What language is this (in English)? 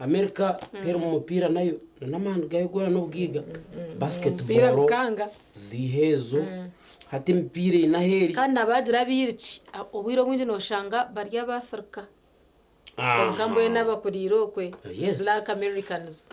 Nyankole